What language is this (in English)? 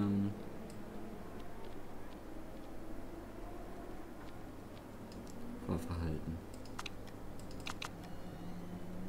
German